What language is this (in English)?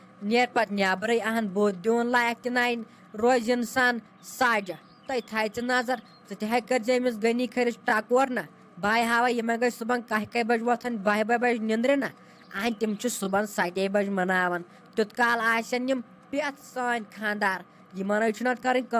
Kashmiri